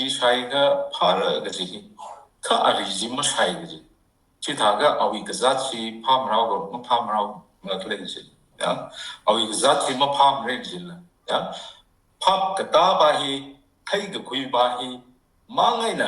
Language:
Tangkhul Naga (India)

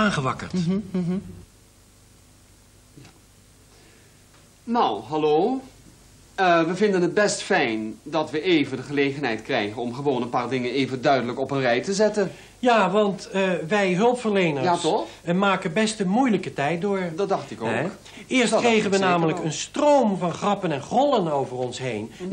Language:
Dutch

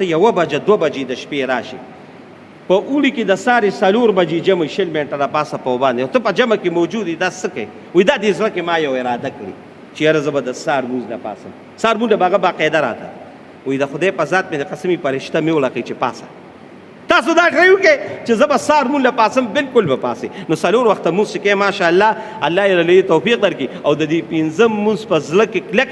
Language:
Pashto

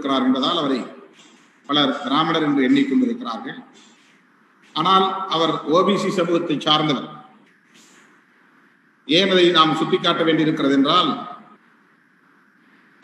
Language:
Tamil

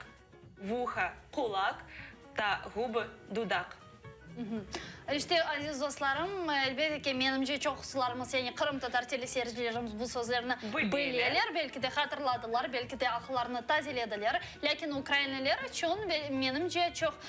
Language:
Crimean Tatar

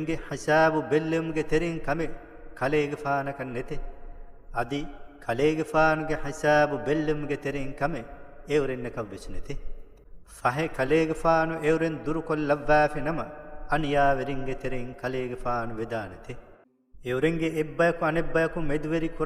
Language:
Divehi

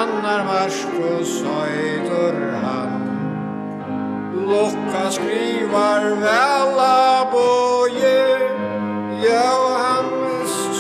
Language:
Faroese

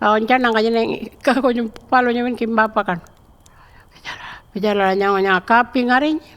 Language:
Pitjantjatjara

